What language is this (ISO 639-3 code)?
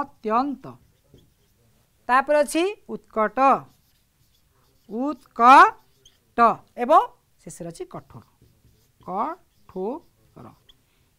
ori